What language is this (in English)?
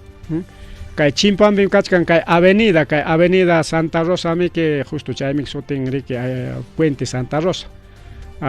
Ayacucho Quechua